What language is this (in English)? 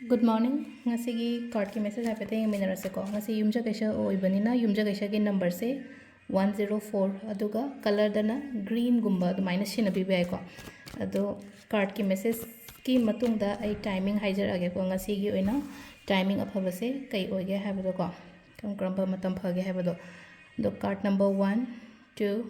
Manipuri